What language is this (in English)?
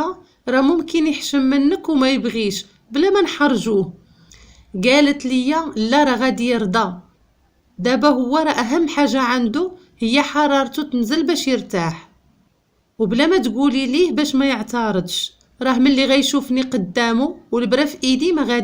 Moroccan Arabic